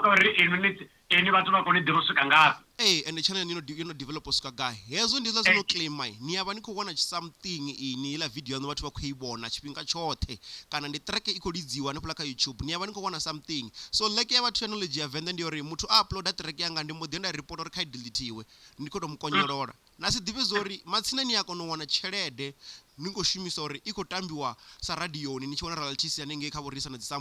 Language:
Venda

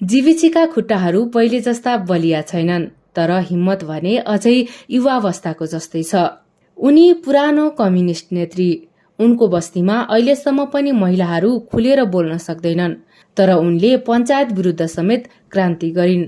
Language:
Nepali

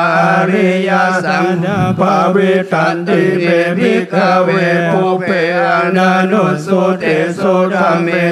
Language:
Pali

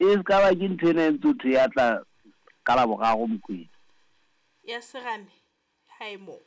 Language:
Southern Sotho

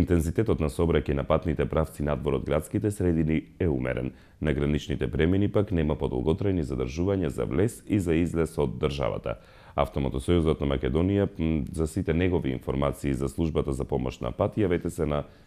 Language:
Macedonian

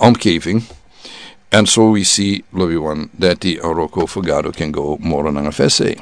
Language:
Sranan Tongo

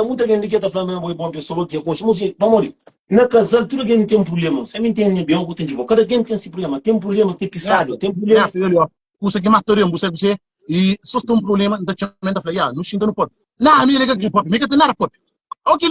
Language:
Kabuverdianu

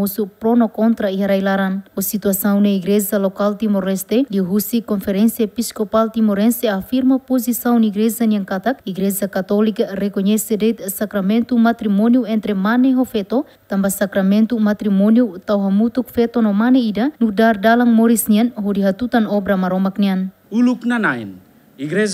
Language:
Tetum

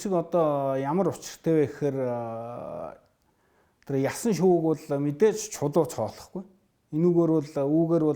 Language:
Mongolian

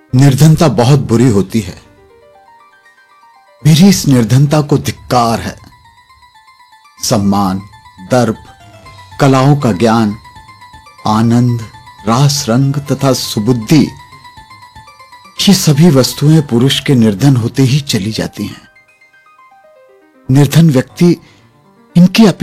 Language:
Hindi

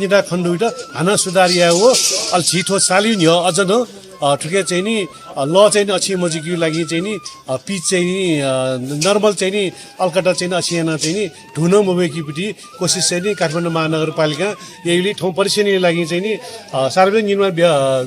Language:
Newari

